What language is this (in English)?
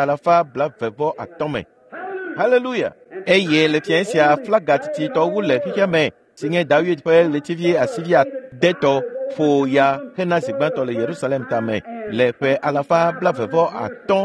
Ewe